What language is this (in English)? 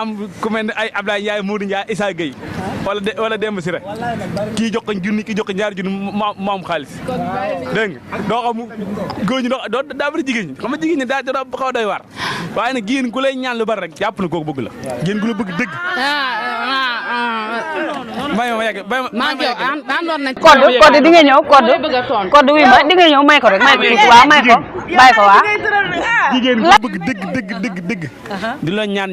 Wolof